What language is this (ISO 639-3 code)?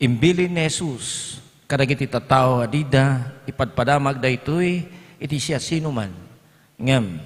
ilo